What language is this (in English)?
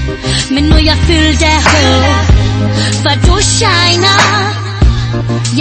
Danish